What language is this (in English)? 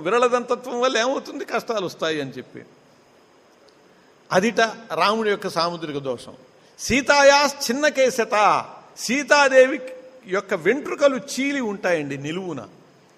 Telugu